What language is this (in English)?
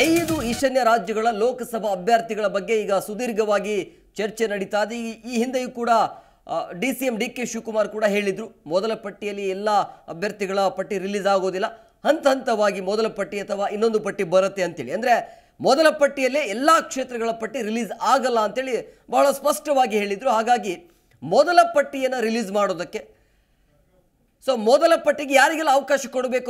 Kannada